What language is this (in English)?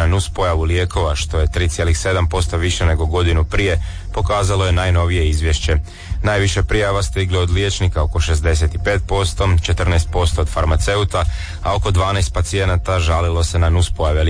Croatian